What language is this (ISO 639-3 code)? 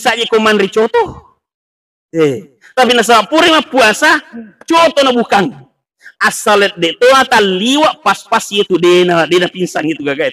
bug